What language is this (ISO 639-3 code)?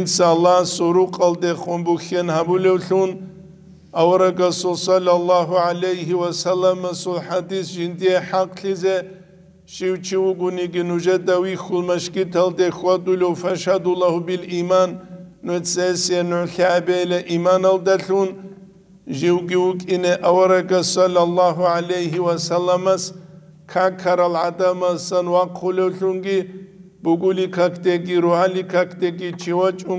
ava